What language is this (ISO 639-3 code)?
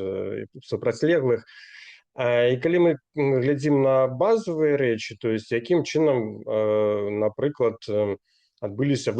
bel